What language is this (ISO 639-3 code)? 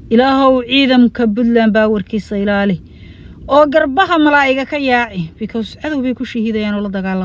som